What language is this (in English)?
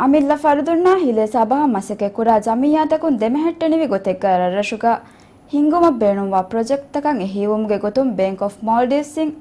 Divehi